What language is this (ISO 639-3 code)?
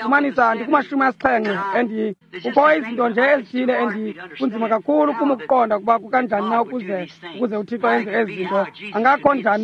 xho